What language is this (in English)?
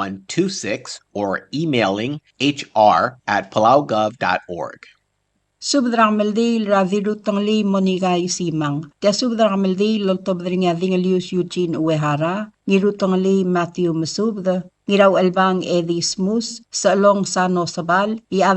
Palauan